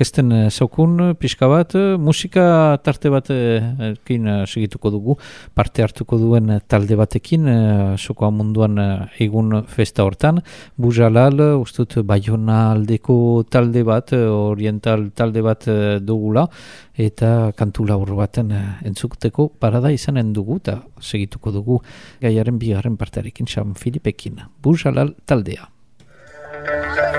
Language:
Basque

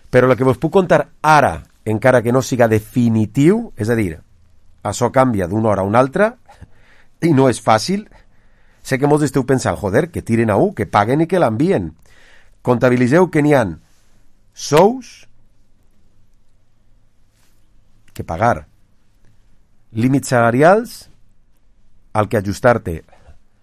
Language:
Catalan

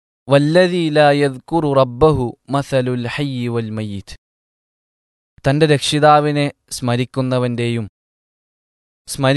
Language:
Malayalam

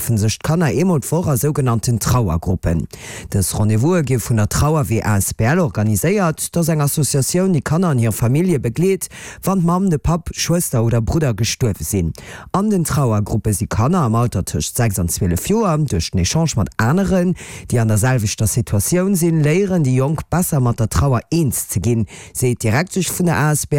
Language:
Luxembourgish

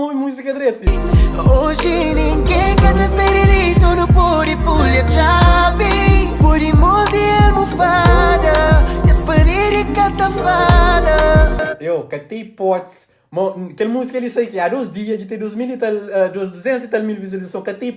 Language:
Kabuverdianu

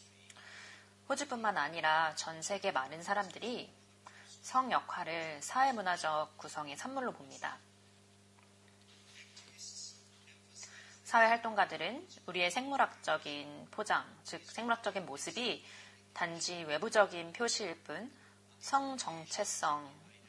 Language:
Korean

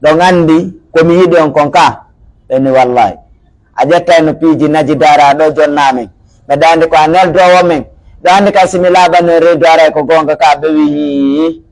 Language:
Pular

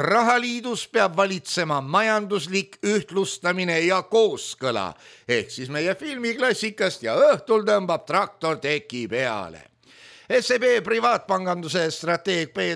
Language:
Estonian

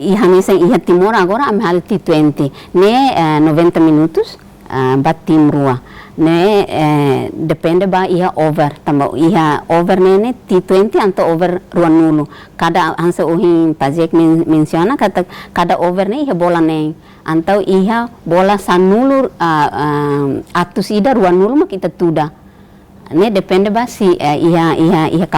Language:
Tetum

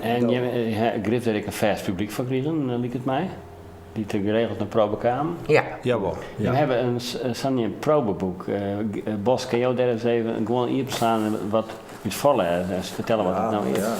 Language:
Western Frisian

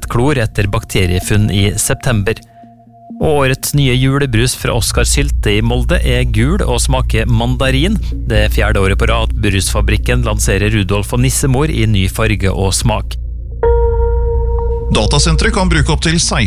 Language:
Norwegian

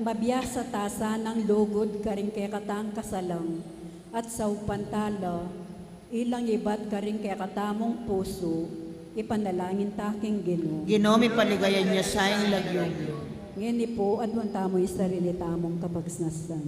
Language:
Pampanga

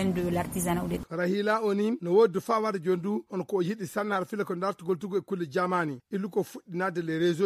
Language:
Fula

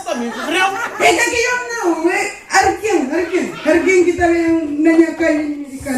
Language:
Kabuverdianu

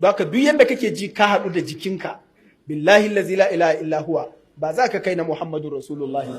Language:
Hausa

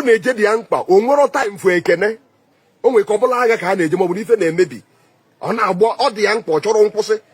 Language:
Igbo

